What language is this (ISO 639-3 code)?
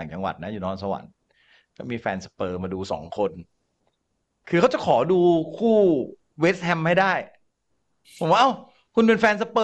tha